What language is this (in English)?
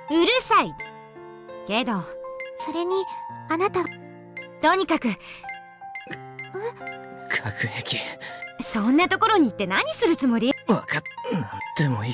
Japanese